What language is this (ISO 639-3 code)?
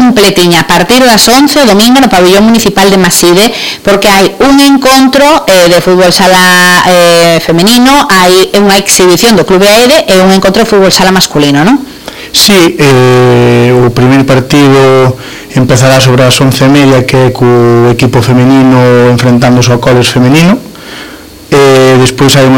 glg